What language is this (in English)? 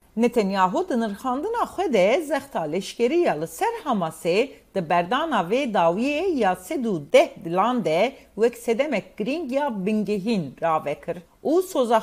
Kurdish